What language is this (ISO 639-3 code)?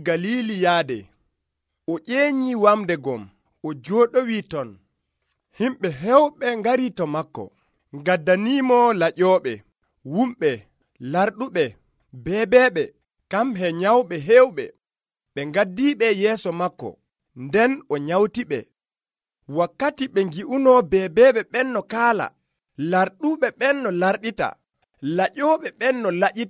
fuv